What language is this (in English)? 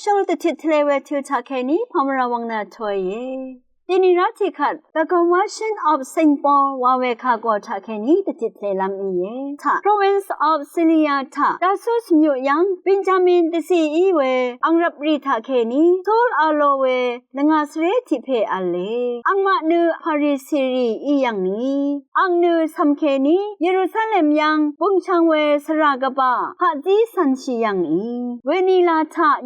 Rawang